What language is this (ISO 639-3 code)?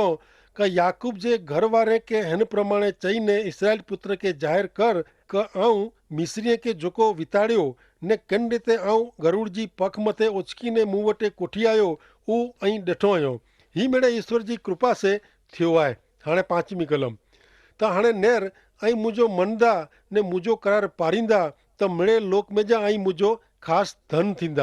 kfr